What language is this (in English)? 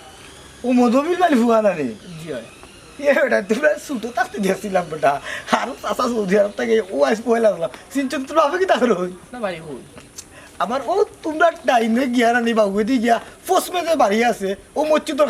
Sylheti